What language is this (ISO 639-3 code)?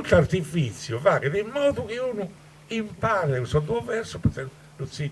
srd